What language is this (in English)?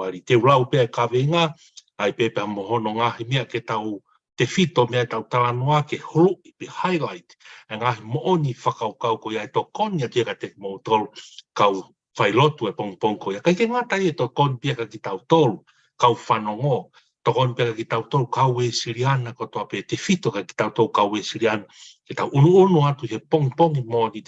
Tongan